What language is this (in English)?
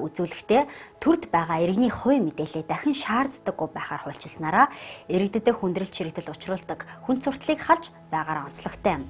Mongolian